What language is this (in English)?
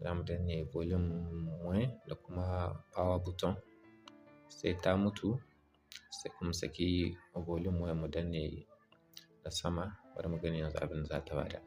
Hausa